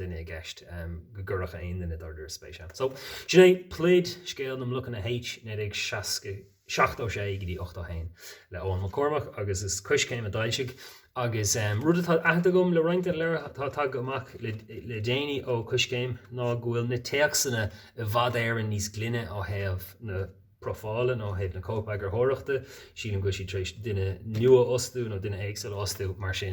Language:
Irish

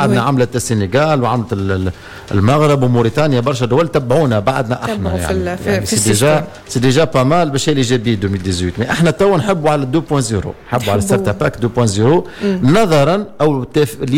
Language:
Tunisian Arabic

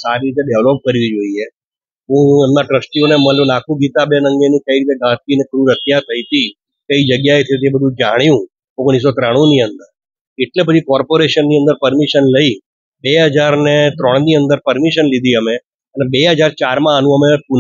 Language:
Gujarati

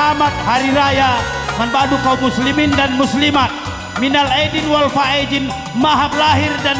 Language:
Batak Karo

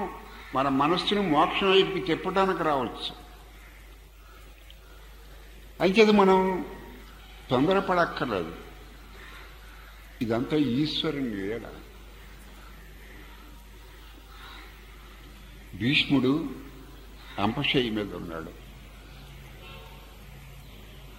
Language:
Telugu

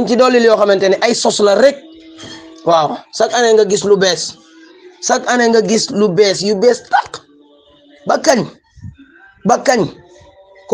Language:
Wolof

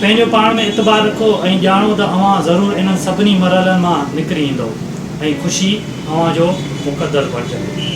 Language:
Sindhi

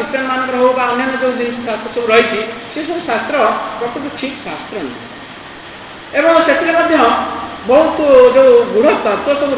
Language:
Odia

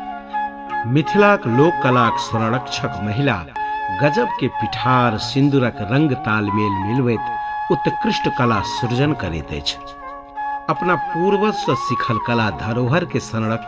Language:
Maithili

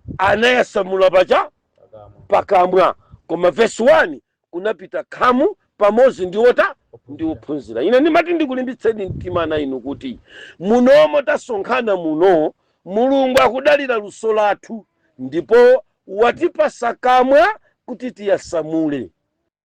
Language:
Nyanja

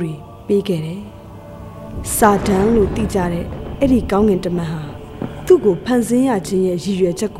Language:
Burmese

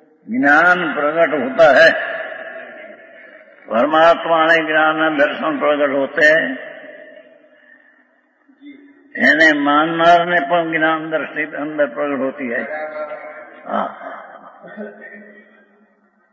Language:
Gujarati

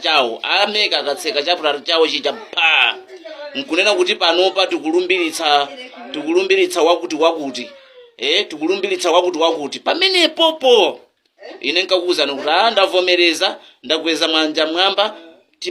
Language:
Nyanja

